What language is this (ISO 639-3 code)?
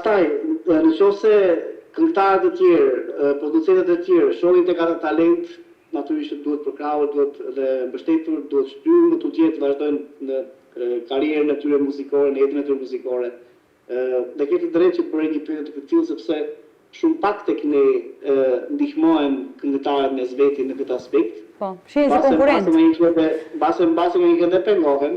sqi